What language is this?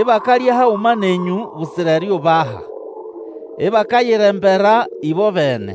Nande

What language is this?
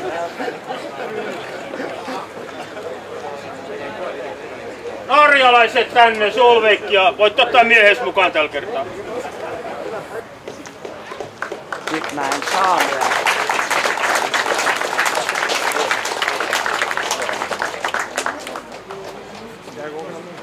Finnish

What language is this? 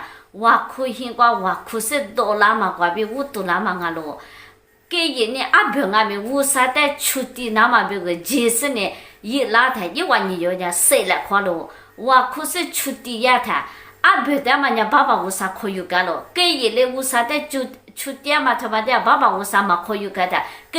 Lisu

